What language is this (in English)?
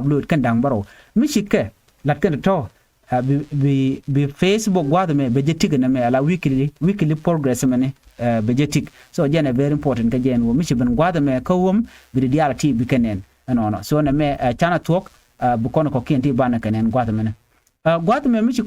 Nuer